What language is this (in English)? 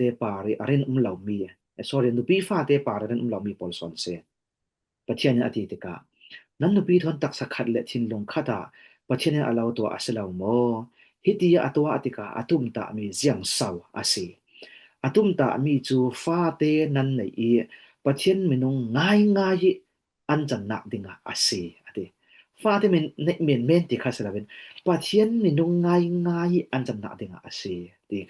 Falam Chin